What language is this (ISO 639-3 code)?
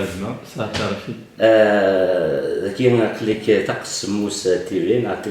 kab